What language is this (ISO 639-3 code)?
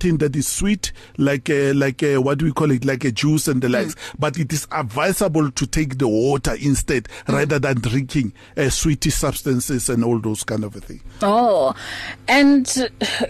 eng